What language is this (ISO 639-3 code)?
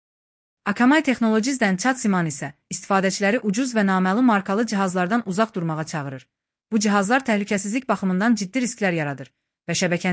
aze